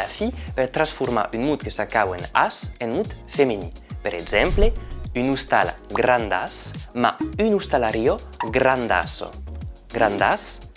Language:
Occitan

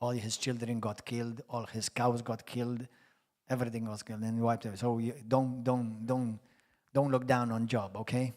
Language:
English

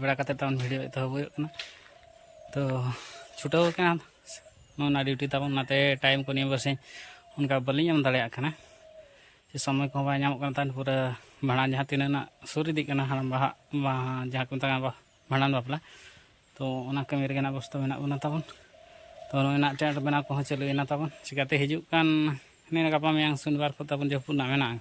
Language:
Santali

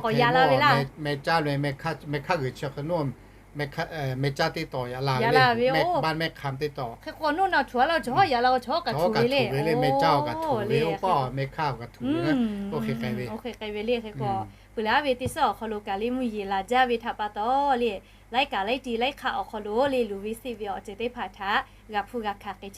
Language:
Lahu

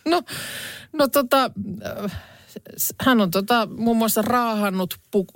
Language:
Finnish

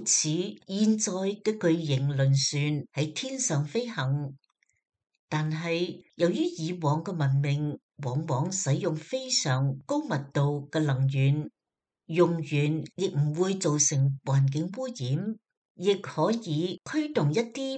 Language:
Cantonese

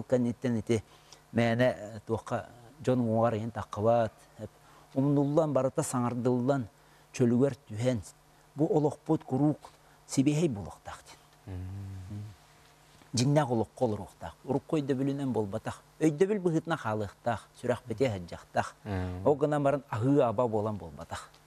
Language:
Yakut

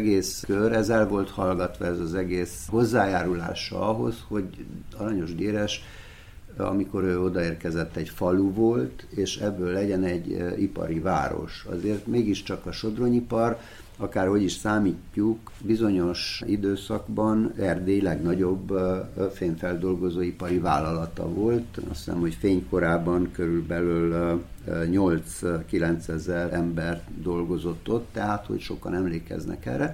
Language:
Hungarian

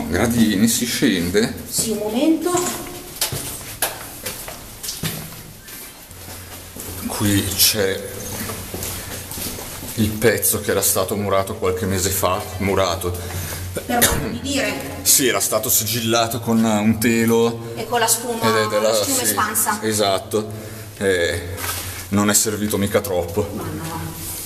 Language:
Italian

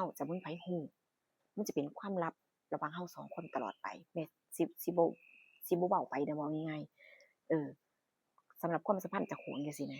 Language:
Northeastern Thai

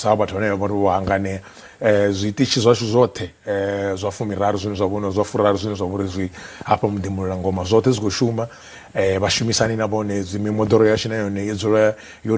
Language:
Venda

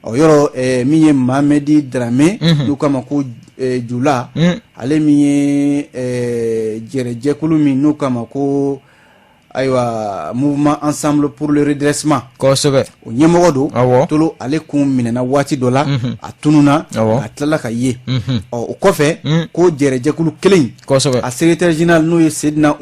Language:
Bambara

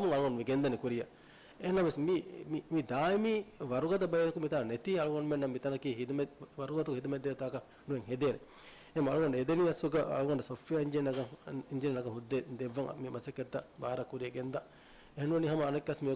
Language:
Divehi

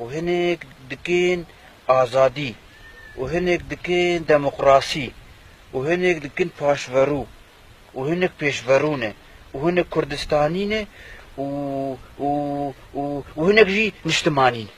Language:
Kurdish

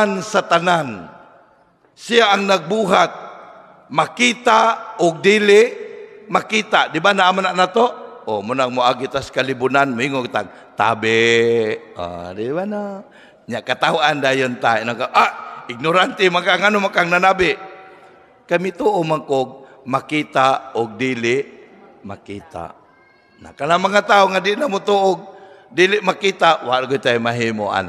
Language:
Cebuano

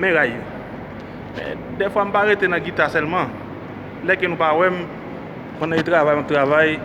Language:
Haitian Creole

